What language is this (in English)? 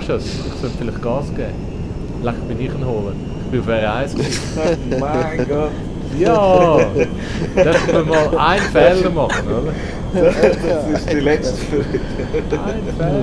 Swiss German